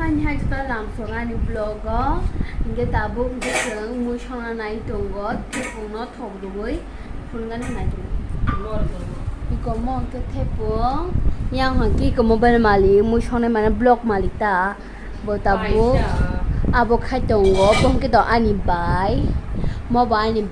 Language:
Kok Borok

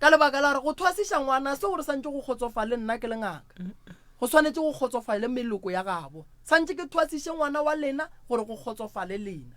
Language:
Northern Sotho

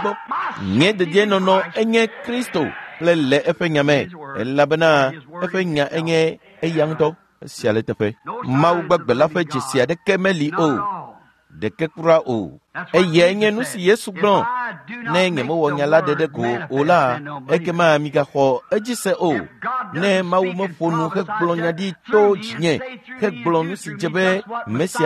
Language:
Ewe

